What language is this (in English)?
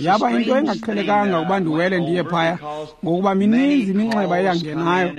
Xhosa